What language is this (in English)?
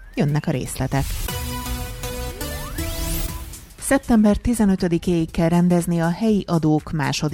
Hungarian